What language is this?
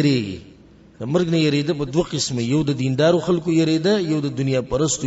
Pashto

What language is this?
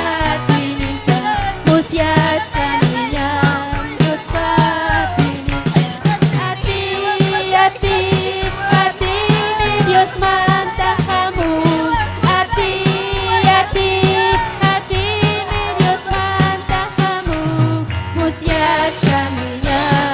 Ayacucho Quechua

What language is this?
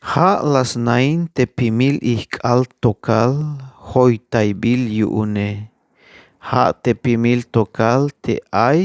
Tzeltal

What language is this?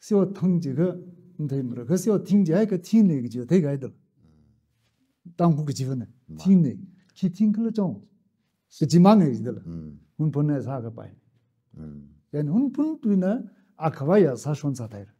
Tangkhul Naga (India)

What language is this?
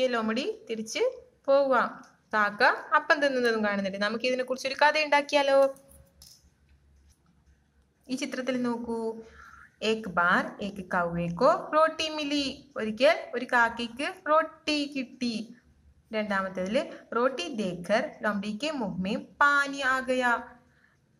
Malayalam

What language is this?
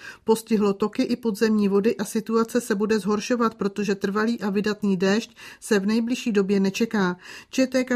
Czech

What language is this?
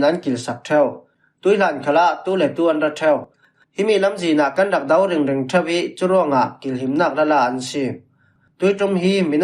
Falam Chin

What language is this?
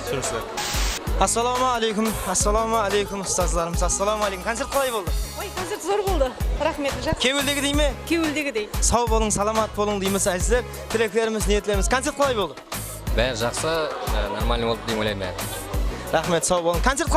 Kara-Kalpak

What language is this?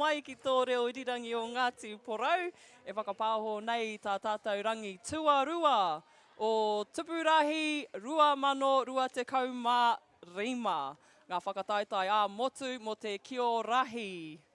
Māori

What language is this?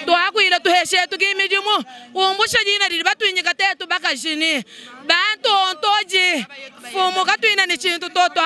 Luba-Lulua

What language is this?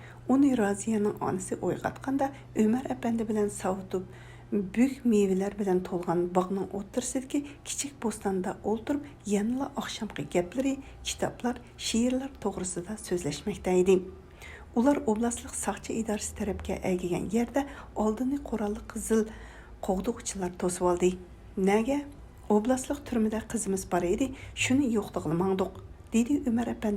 Uyghur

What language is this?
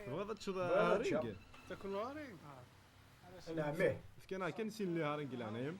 Kabyle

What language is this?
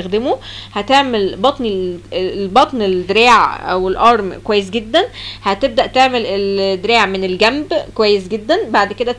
Egyptian Arabic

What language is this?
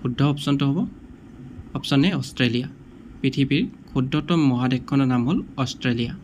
Assamese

